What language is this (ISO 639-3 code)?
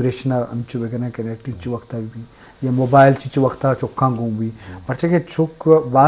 bal